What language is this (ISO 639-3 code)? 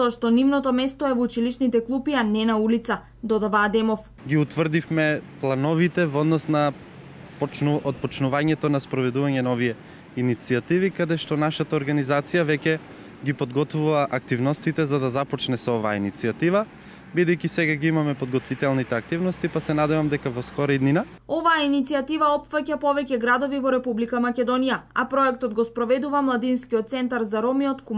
mkd